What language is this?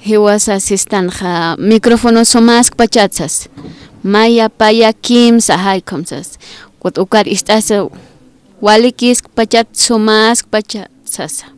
Aymara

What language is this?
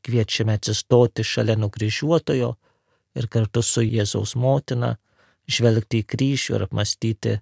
Lithuanian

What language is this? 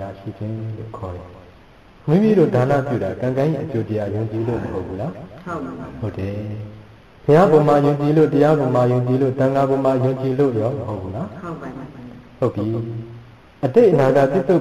Burmese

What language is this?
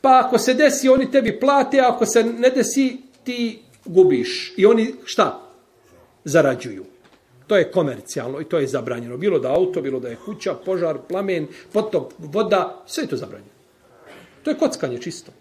Bosnian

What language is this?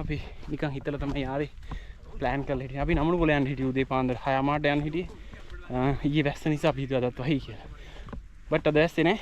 Sinhala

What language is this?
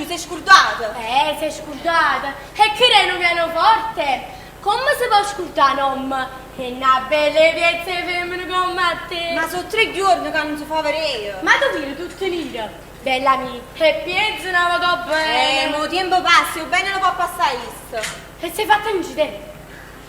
Neapolitan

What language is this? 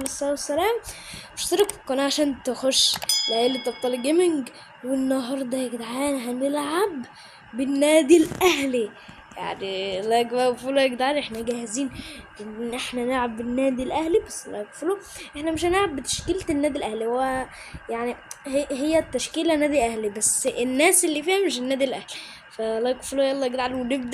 Egyptian Arabic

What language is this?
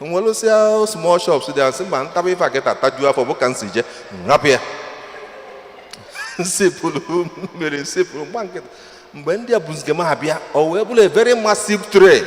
Igbo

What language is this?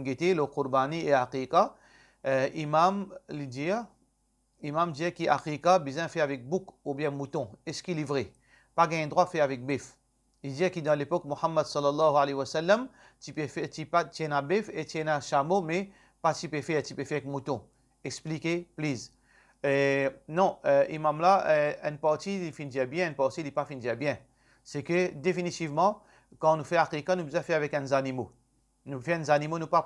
Morisyen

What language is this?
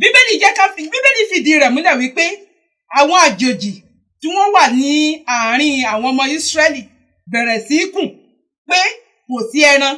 Yoruba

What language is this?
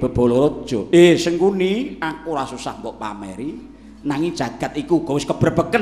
Javanese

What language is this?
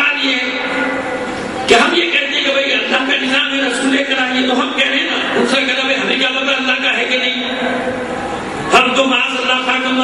Urdu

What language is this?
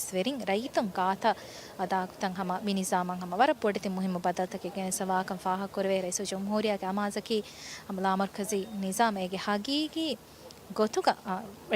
Divehi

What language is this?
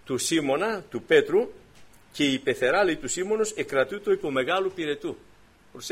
Greek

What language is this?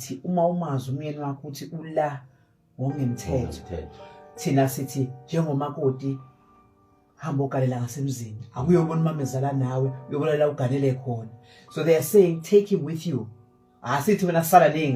Zulu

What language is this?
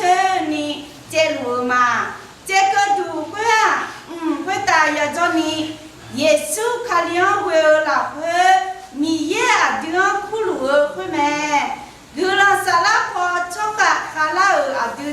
Akha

